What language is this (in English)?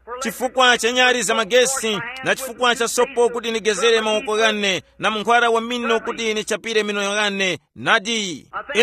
Tumbuka